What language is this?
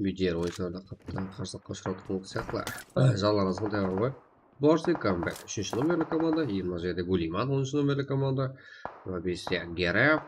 Kara-Kalpak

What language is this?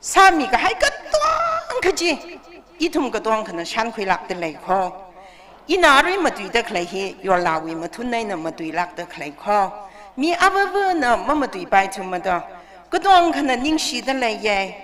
Tangkhul Naga (India)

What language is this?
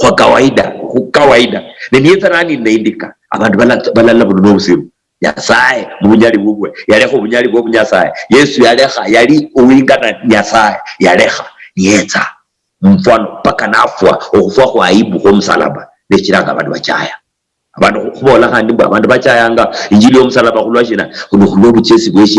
Luyia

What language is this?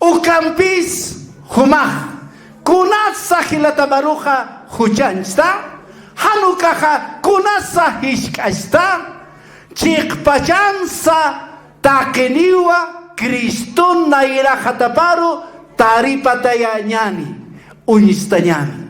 Aymara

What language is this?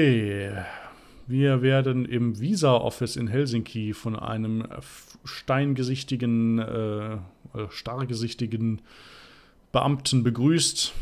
German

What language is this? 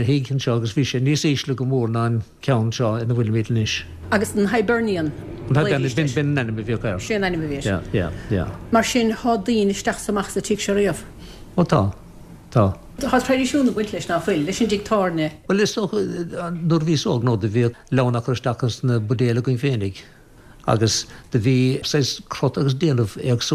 Irish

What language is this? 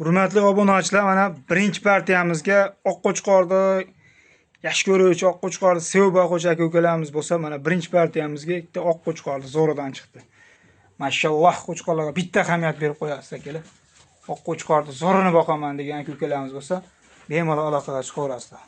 Uzbek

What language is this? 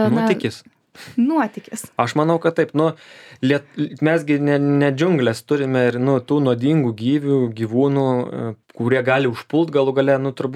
Lithuanian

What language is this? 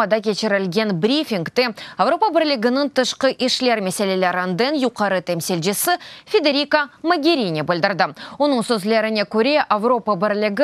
Crimean Tatar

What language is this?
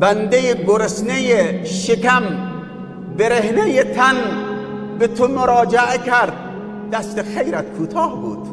Persian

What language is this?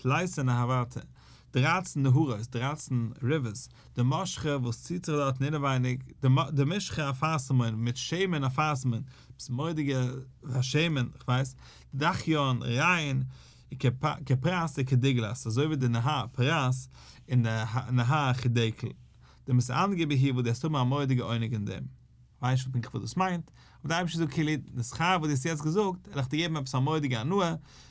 Yiddish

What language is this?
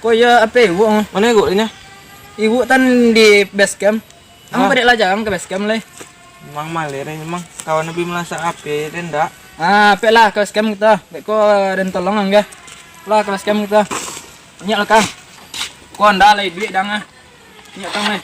Minangkabau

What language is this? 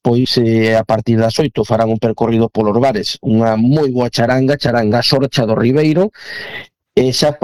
Galician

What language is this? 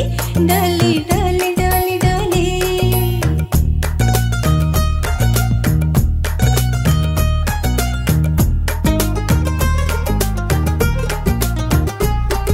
Tamil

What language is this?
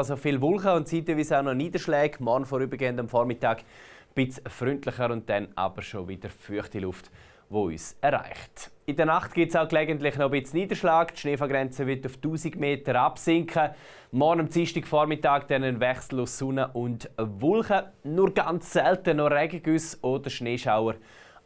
Swiss German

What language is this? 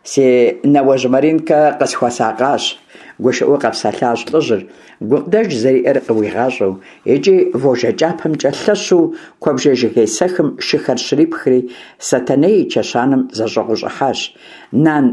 Kabardian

